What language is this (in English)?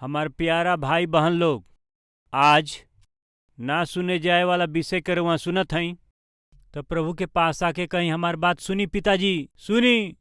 Bhojpuri